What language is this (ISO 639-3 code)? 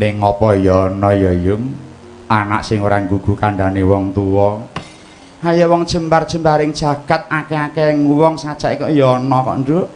jav